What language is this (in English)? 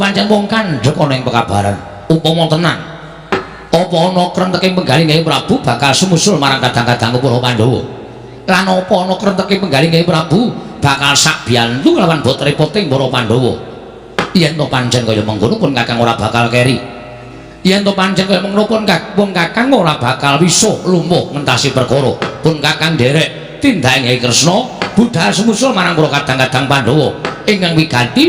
Javanese